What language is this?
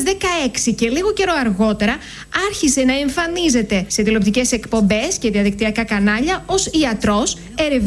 Greek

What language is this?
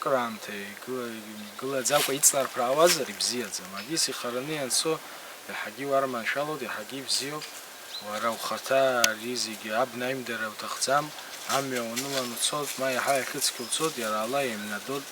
Abkhazian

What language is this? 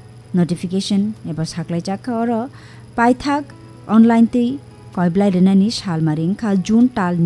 Kok Borok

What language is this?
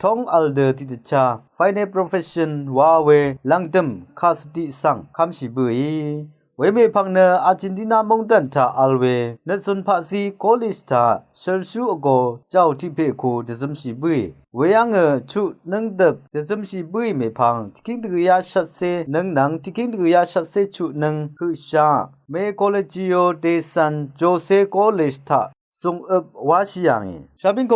Rawang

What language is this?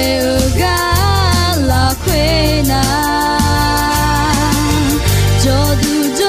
Akha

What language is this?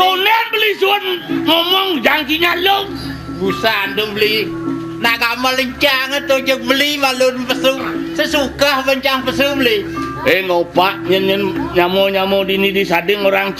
Balinese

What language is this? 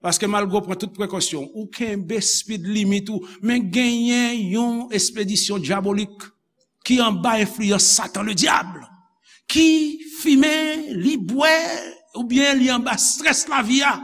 Haitian Creole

